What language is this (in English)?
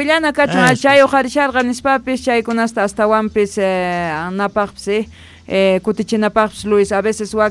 Quechua